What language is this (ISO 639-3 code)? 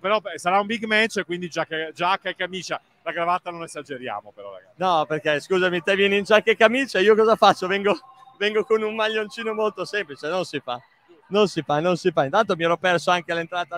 ita